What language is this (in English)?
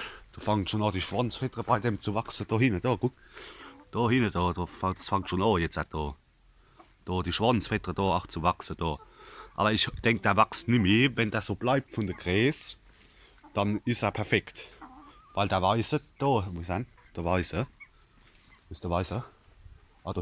Palatine German